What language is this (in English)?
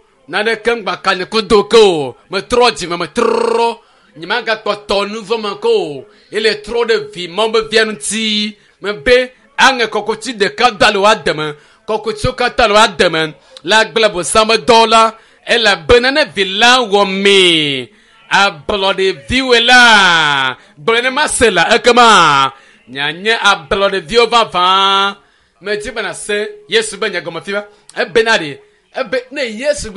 Ewe